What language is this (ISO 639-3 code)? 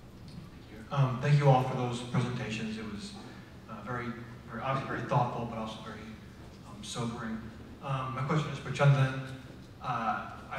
eng